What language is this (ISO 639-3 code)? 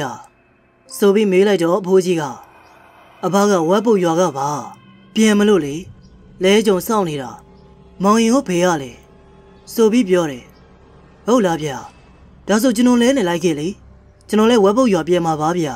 mya